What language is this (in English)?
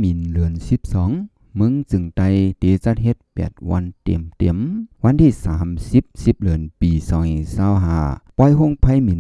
Shan